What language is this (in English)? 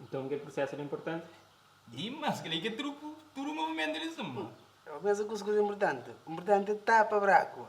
Kabuverdianu